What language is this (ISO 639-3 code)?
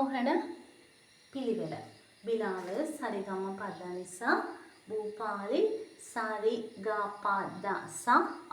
sin